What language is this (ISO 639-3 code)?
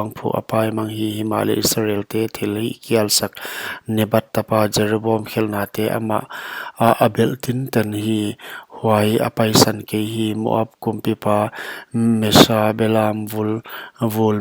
pck